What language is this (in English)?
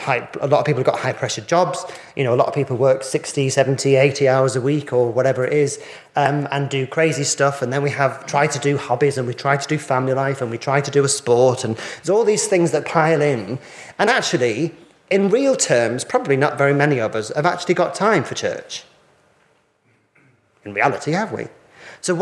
English